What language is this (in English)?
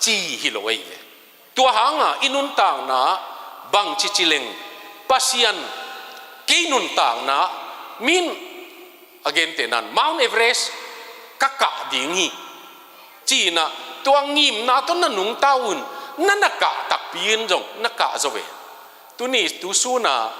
Tedim Chin